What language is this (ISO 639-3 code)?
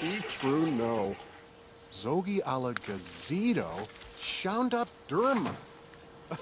bar